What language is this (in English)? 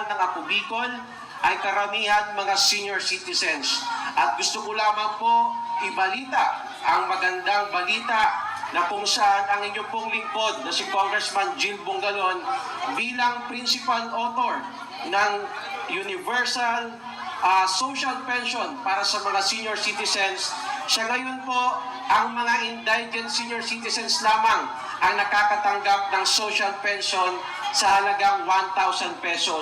Bikol